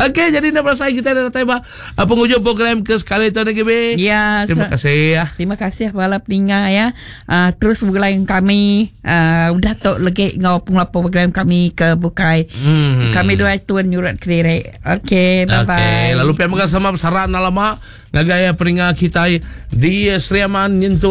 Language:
Iban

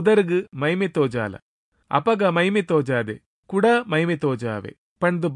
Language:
Tulu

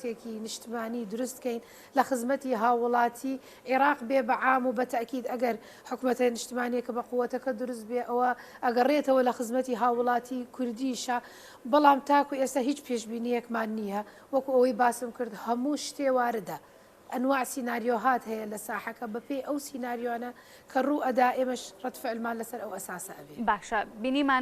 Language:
Central Kurdish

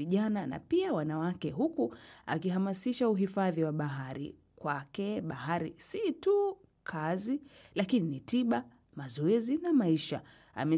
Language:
Swahili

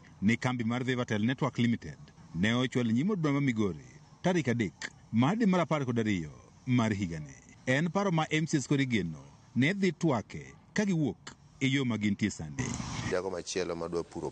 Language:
Luo (Kenya and Tanzania)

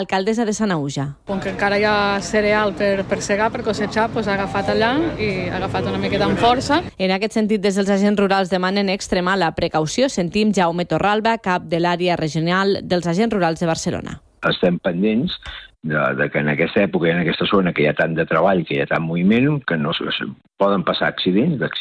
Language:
Catalan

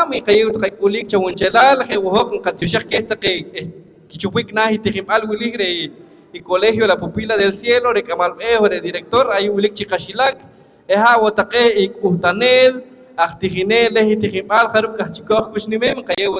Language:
Poqomchi'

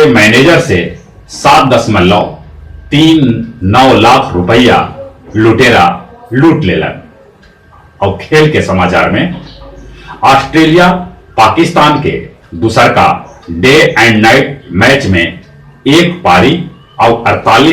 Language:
Magahi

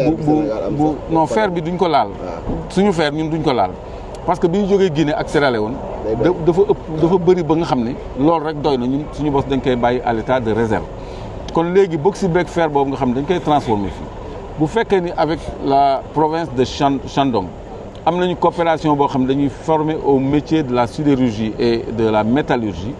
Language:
Wolof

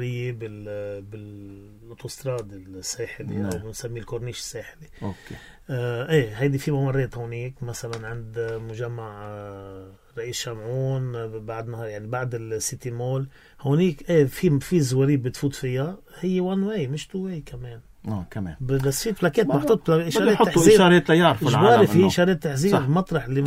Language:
North Levantine Arabic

